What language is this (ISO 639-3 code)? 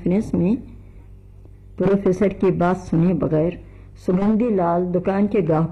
urd